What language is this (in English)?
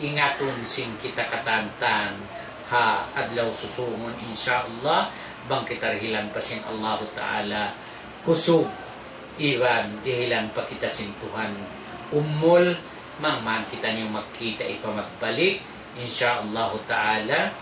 Tausug